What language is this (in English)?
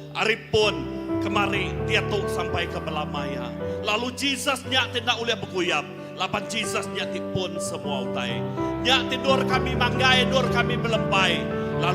Iban